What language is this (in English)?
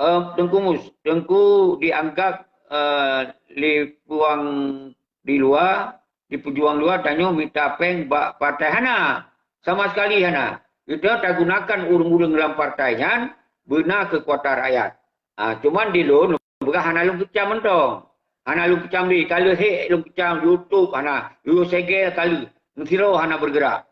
Achinese